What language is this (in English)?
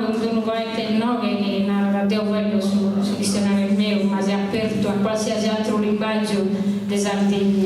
Sardinian